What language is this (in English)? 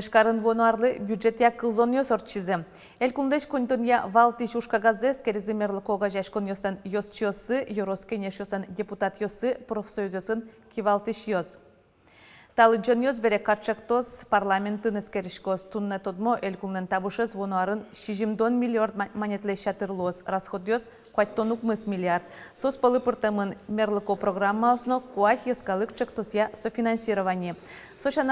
Udmurt